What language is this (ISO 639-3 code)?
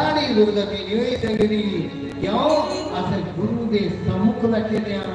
doi